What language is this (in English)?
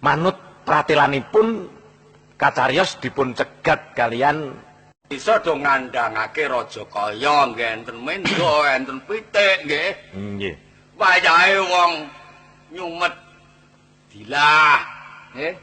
Javanese